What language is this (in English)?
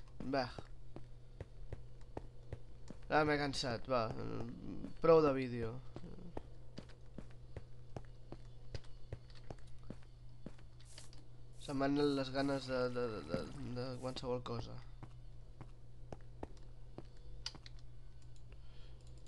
Catalan